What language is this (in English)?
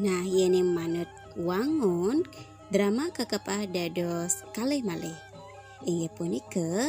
Balinese